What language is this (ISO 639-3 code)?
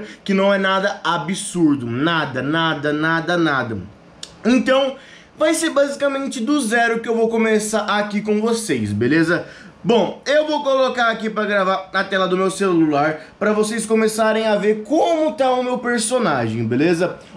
por